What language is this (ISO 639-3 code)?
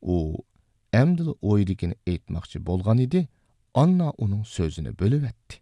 uig